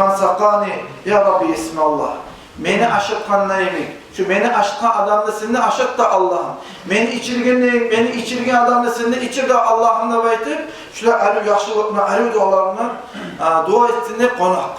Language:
Kumyk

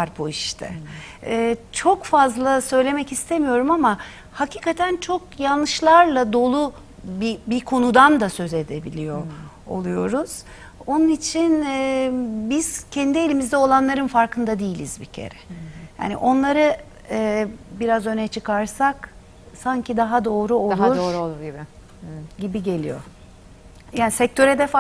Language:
Turkish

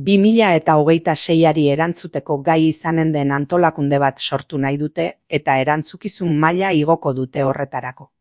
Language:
Basque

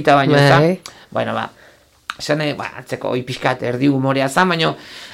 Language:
Basque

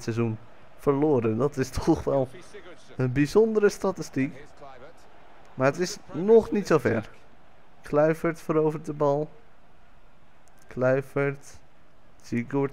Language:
Dutch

